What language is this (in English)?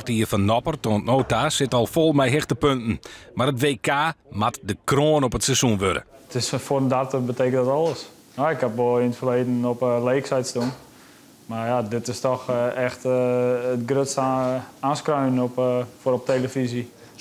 Western Frisian